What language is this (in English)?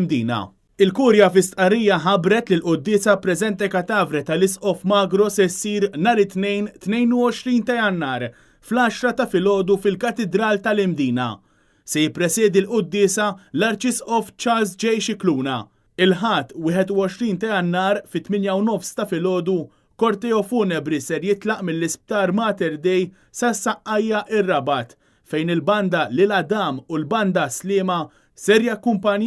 Maltese